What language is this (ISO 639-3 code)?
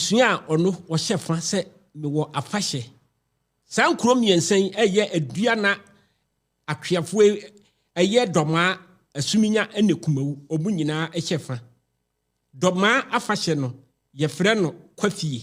aka